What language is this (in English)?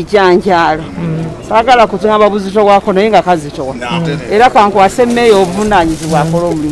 Ganda